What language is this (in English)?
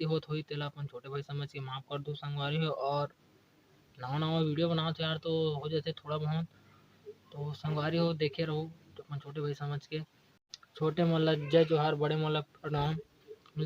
Chhattisgarhi